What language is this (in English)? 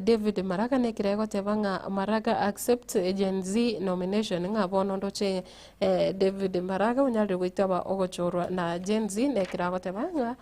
Gusii